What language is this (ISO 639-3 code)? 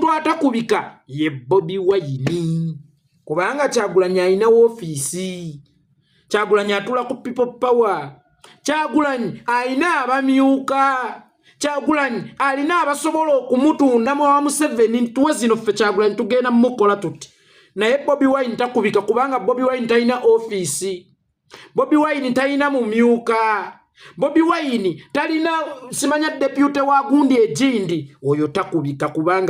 lug